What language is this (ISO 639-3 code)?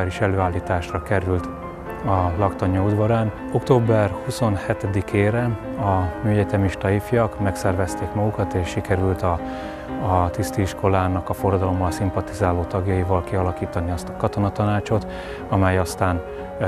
hun